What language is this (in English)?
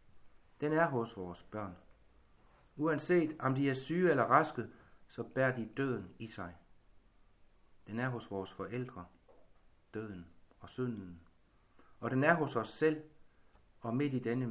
Danish